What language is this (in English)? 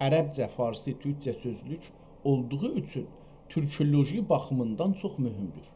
South Azerbaijani